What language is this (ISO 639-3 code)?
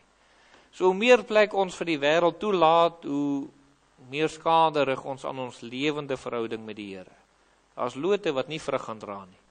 afr